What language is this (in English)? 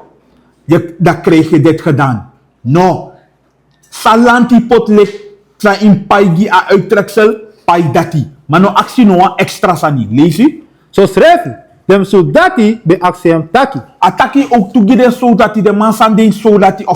Sranan Tongo